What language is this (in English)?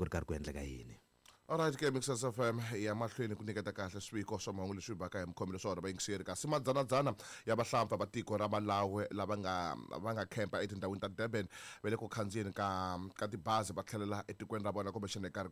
Tsonga